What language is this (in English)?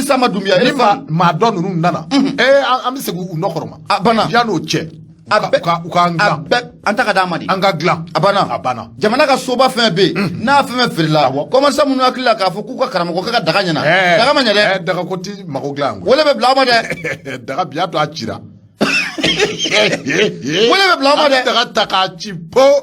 Bambara